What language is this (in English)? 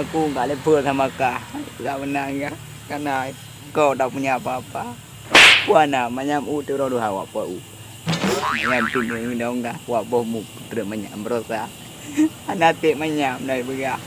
Achinese